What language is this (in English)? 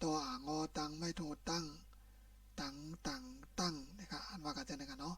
Shan